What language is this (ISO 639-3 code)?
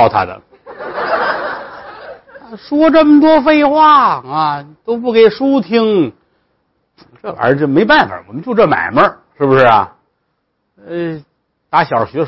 zho